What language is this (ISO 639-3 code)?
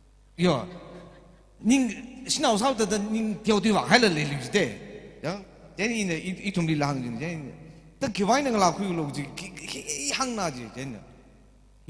nmf